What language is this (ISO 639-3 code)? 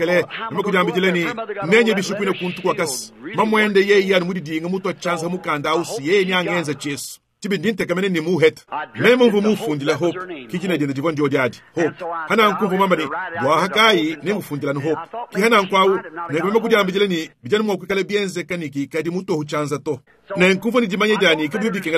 lua